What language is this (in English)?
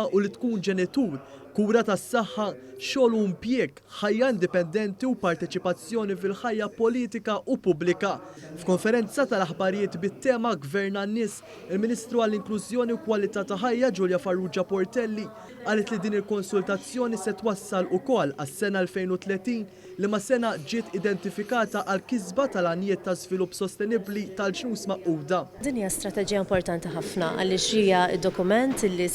Maltese